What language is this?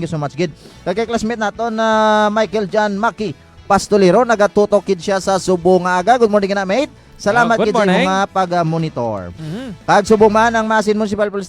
Hiligaynon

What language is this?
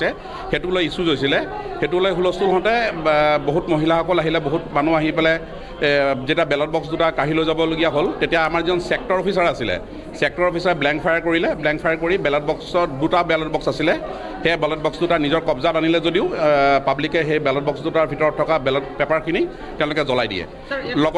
Assamese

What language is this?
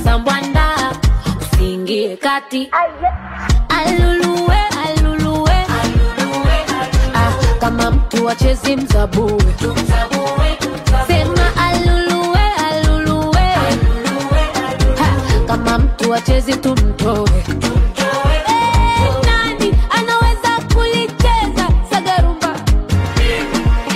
Swahili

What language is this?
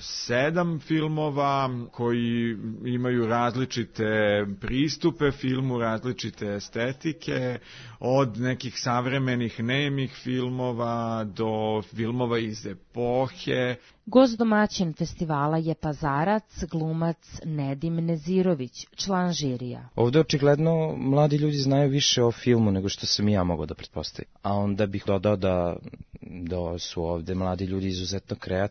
Serbian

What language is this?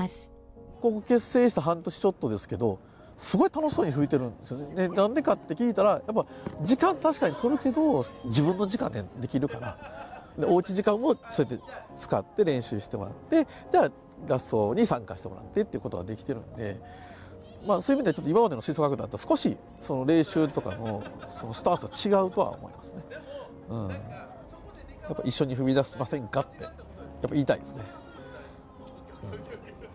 Japanese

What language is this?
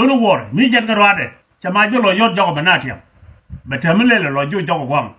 Nuer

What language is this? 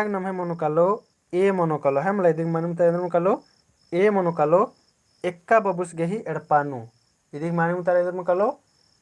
Kurukh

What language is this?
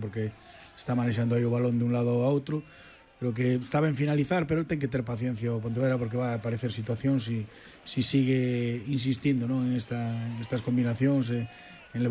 Galician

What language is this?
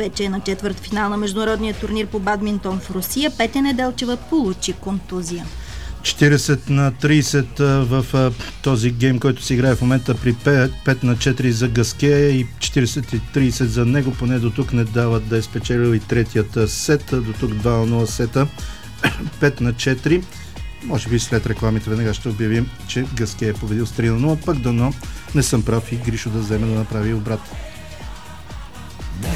Bulgarian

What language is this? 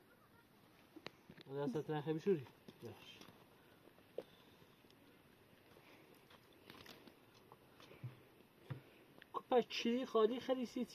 Persian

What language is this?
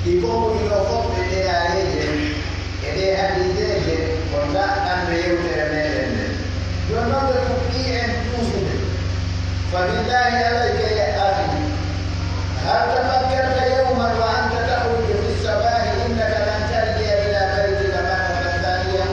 Pular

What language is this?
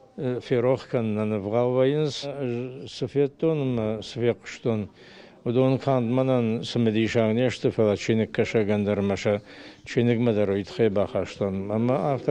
Ossetic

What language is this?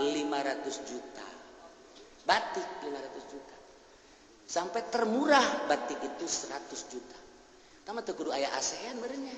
Sundanese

